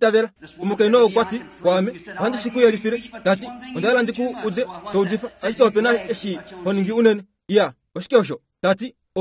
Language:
Kuanyama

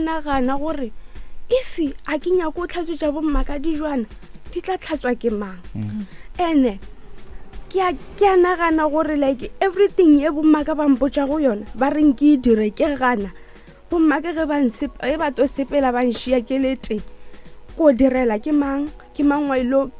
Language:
Northern Sotho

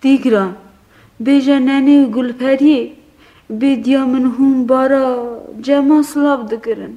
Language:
Kurdish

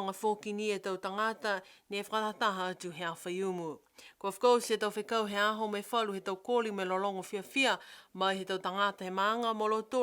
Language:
Niuean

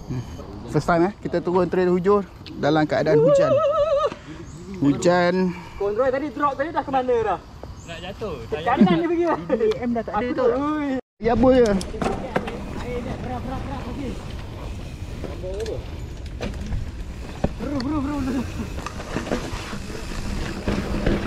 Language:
Malay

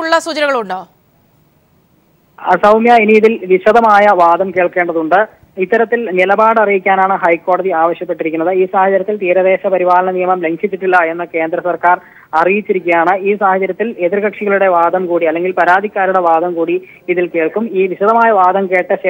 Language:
Malayalam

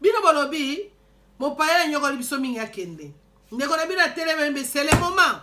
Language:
Lingala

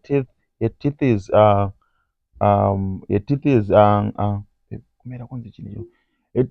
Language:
Shona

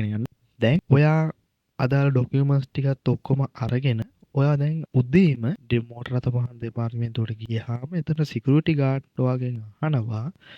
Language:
Sinhala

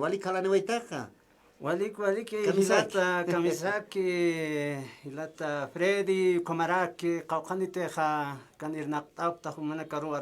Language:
Aymara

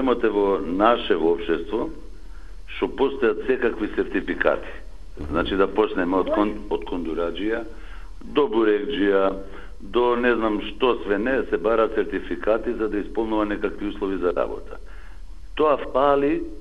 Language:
Macedonian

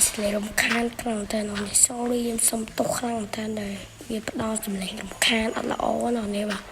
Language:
Khmer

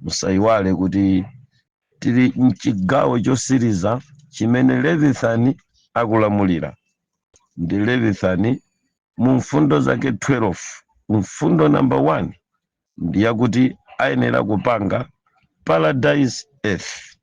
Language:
Nyanja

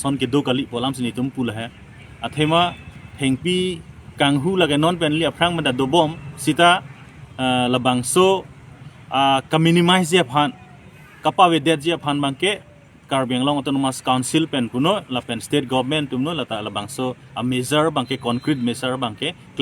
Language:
Karbi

